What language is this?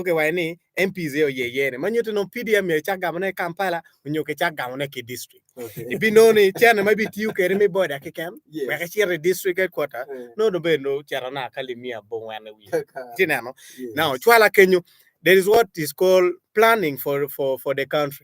Acoli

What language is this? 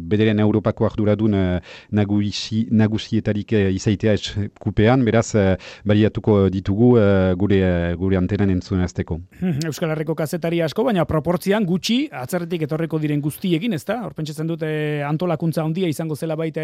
Basque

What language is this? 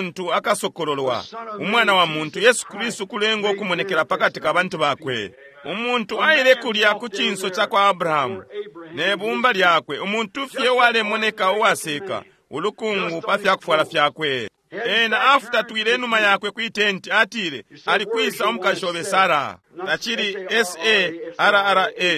Bemba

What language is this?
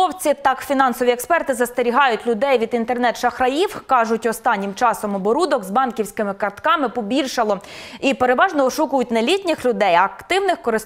Ukrainian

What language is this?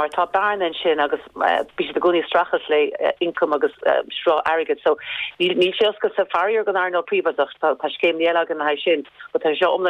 Irish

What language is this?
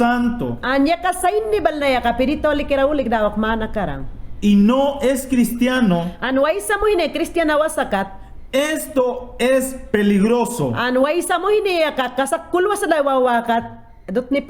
Mayangna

